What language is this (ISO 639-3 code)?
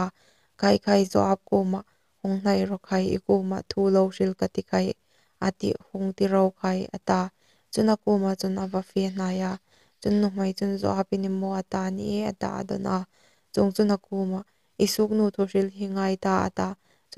hmr